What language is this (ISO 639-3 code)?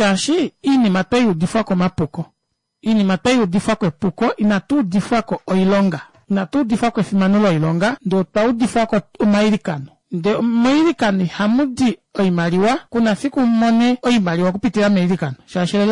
kua